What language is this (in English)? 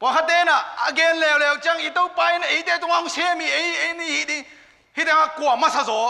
Tedim Chin